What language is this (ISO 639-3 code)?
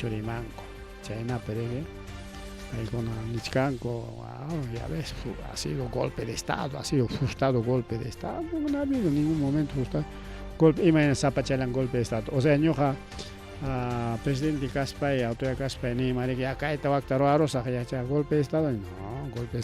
quy